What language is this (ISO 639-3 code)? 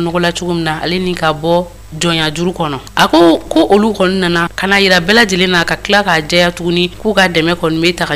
bam